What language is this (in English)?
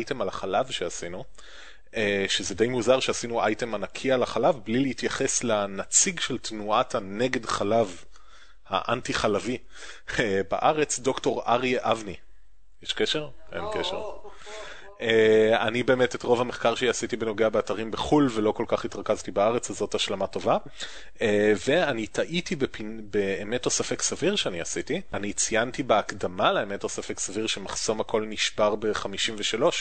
Hebrew